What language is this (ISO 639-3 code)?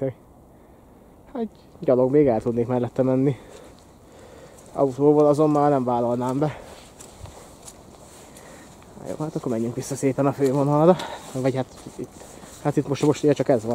hun